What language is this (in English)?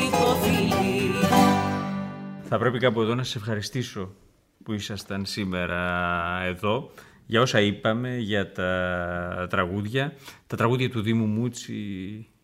Greek